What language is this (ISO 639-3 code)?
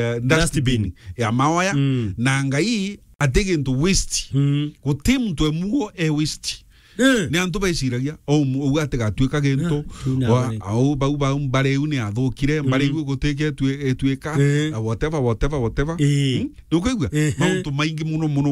mer